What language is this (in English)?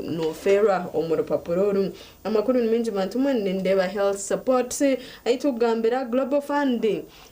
Nyankole